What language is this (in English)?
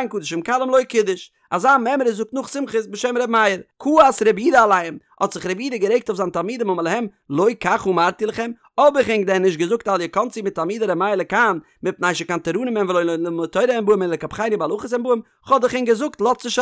Yiddish